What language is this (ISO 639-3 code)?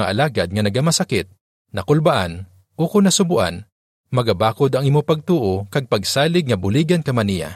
hil